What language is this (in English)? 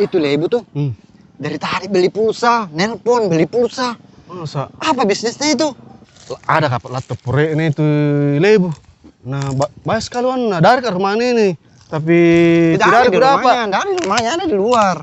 Makassar Malay